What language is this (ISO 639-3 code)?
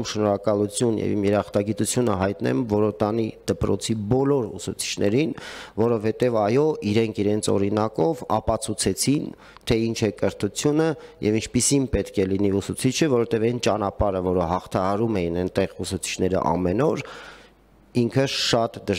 hye